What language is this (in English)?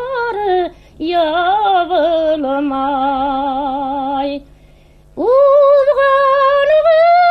Bashkir